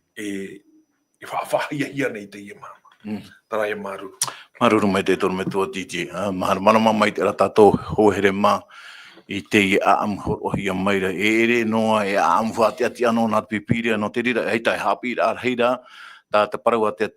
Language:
Tahitian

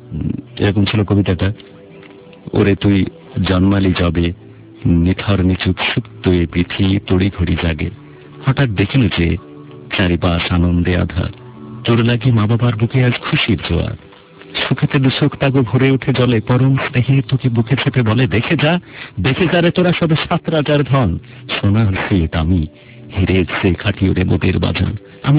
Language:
Bangla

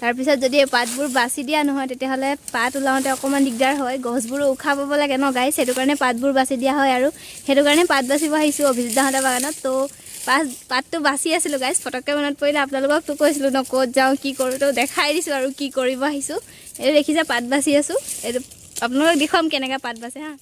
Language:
Assamese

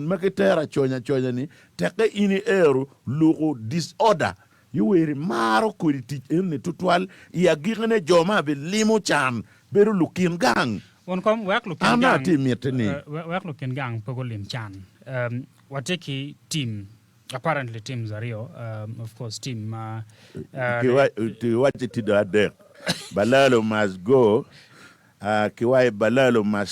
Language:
Acoli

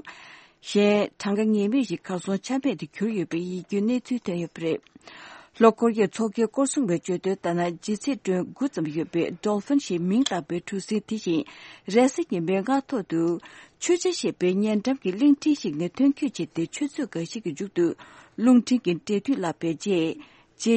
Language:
Tibetan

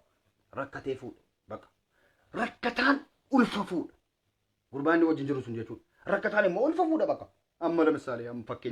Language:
Oromo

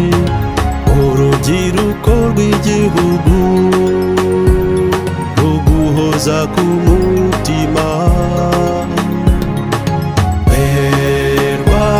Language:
Kinyarwanda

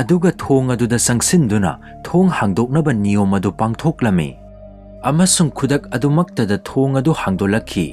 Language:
Manipuri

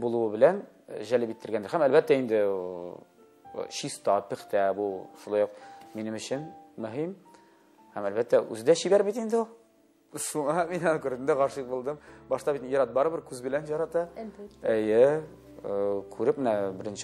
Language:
Tatar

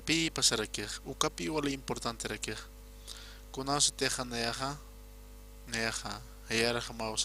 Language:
Aymara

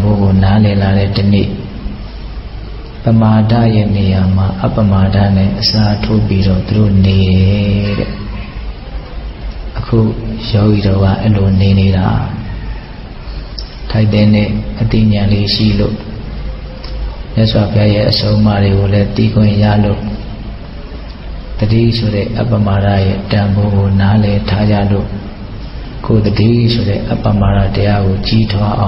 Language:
Burmese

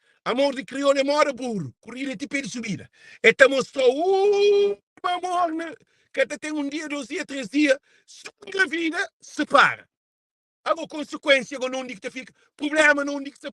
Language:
Kabuverdianu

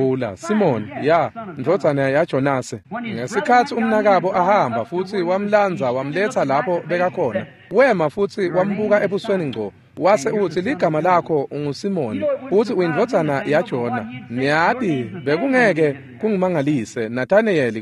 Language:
Swati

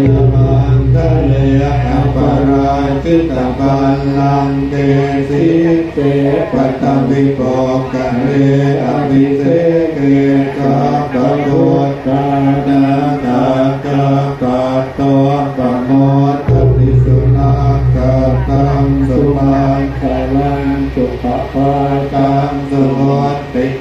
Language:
Pali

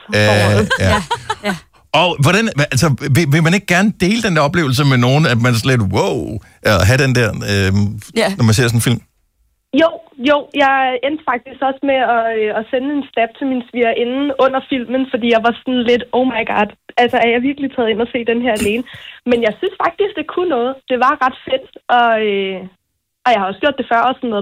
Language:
Danish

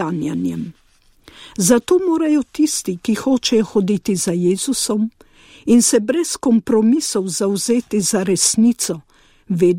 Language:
Slovenian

